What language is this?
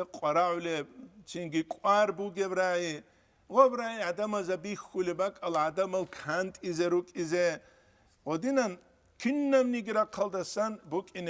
Avaric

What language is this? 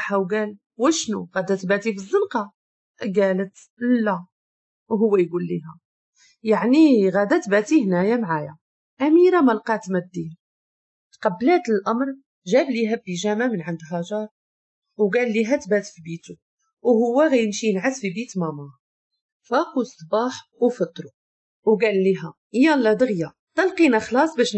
Moroccan Arabic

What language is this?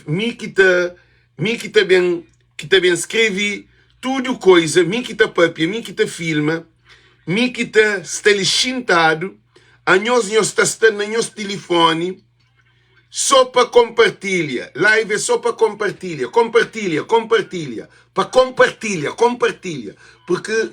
Kabuverdianu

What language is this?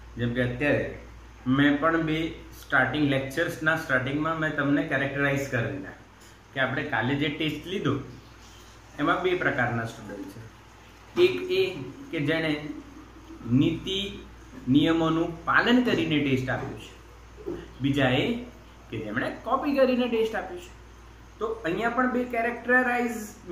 Gujarati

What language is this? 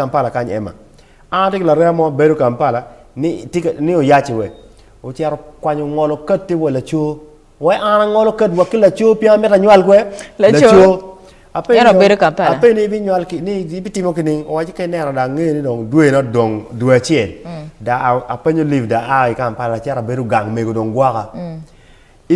Acoli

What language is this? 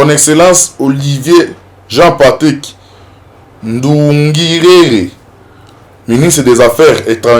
Lingala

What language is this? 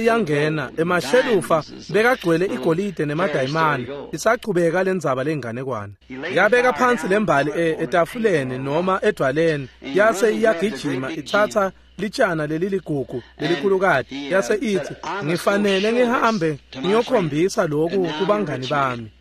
Swati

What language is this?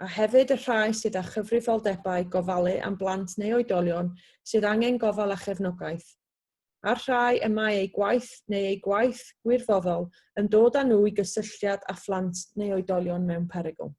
Welsh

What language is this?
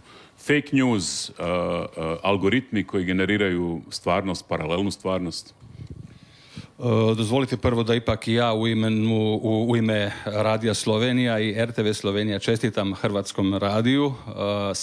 Croatian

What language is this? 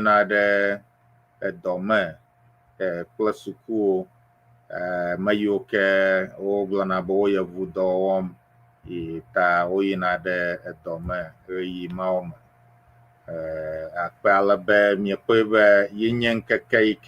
Ewe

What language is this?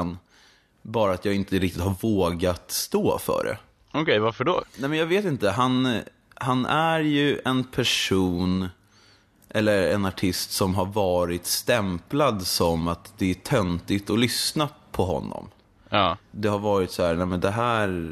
Swedish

